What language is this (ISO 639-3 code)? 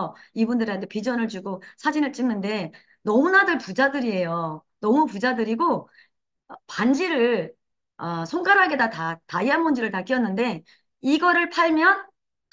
kor